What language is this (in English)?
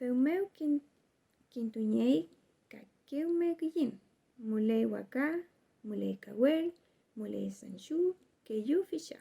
Mapuche